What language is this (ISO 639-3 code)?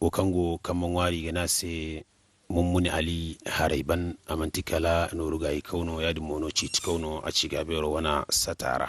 dje